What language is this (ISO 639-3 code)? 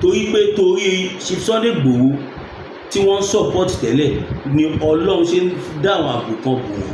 yor